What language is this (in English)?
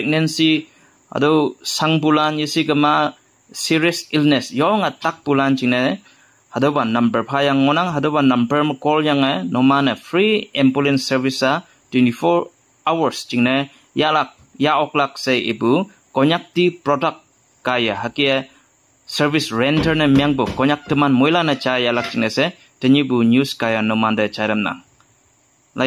Konyak Naga